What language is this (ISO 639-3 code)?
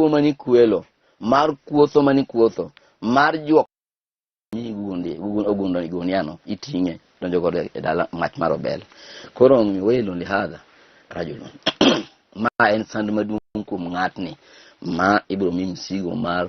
luo